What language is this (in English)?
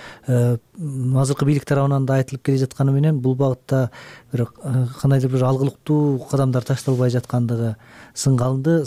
Kyrgyz